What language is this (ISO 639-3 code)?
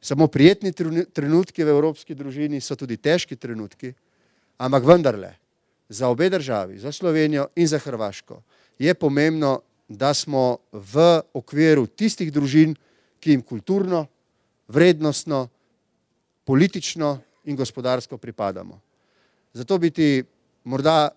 slv